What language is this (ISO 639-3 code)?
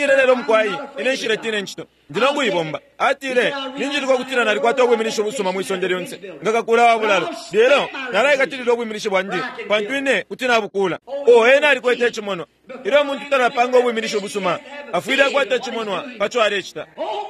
bem